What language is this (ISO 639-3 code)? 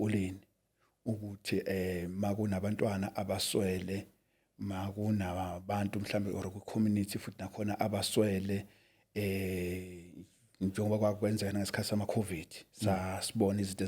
zul